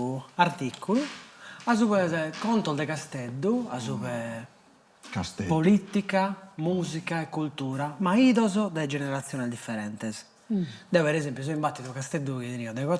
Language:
Sardinian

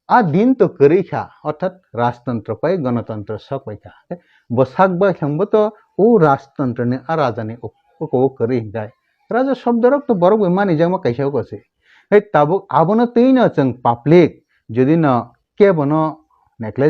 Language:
Kok Borok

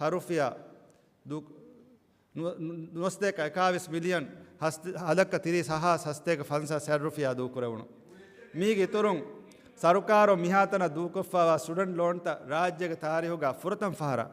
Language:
Divehi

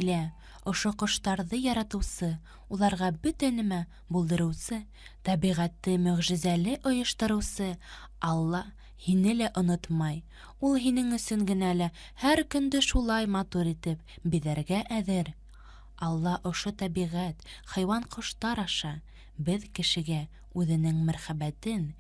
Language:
Bashkir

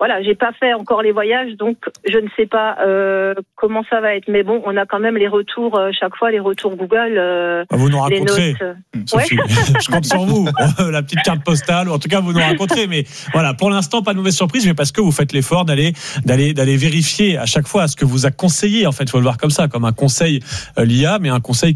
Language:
French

